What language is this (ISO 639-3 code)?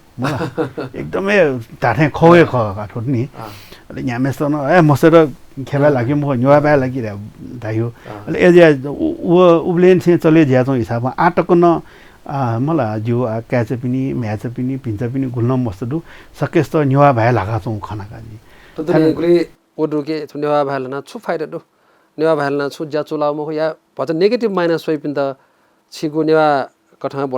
new